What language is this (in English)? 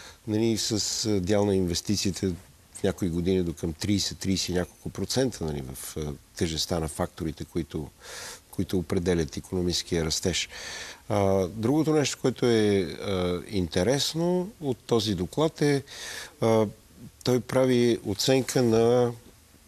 Bulgarian